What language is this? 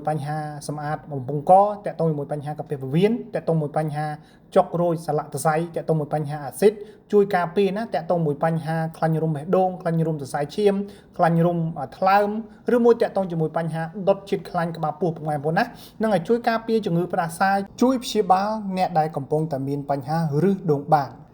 Khmer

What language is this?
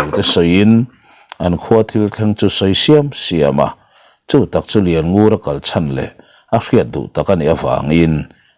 Mizo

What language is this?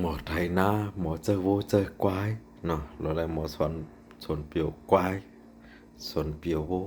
Shan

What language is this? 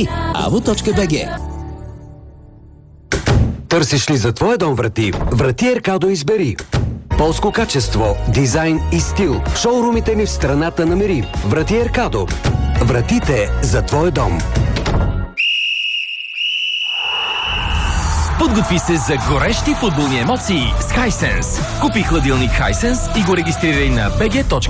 Bulgarian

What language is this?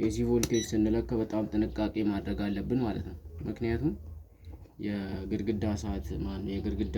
Amharic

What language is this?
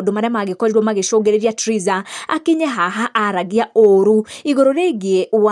Kikuyu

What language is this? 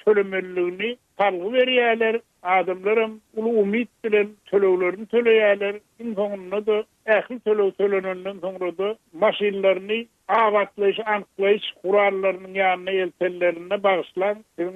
Turkmen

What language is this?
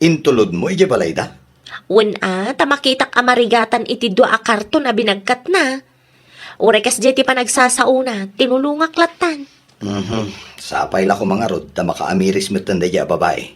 Iloko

